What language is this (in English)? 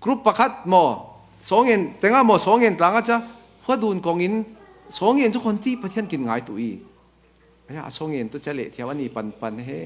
Falam Chin